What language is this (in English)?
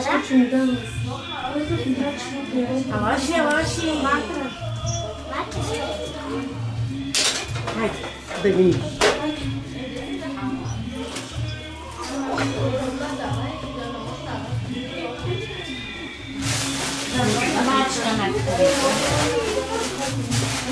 Bulgarian